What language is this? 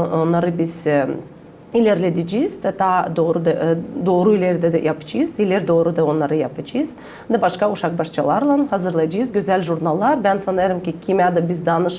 Gagauz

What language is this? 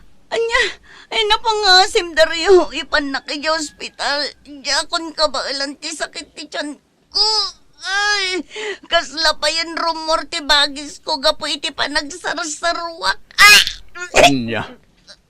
Iloko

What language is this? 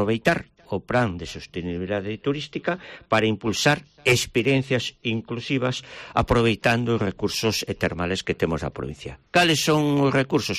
Galician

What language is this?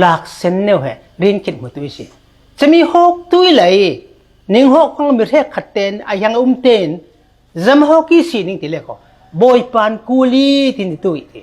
Falam Chin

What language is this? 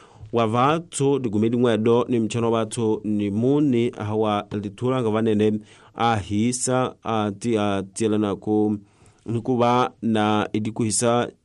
Tsonga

